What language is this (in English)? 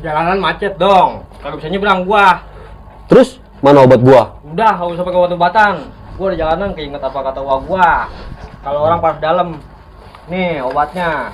Betawi